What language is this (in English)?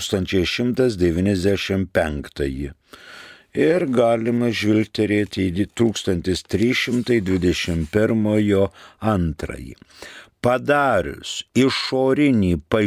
Lithuanian